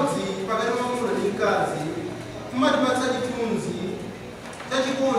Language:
Nyanja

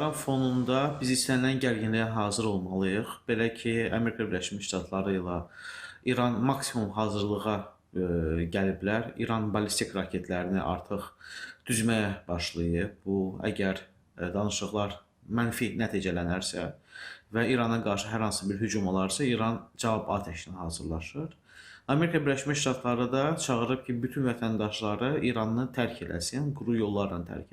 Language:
Azerbaijani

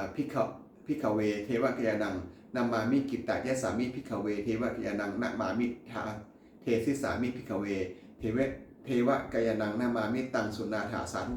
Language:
Pali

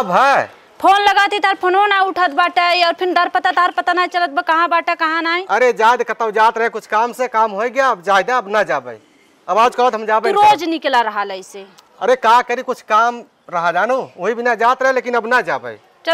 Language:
Awadhi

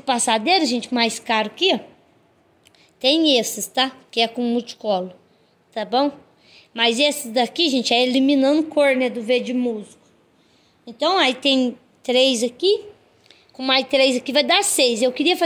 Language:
Portuguese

